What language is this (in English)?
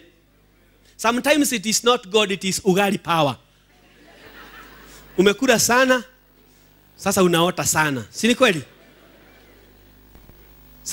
Swahili